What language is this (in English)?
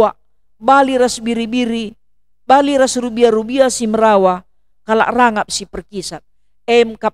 Batak Karo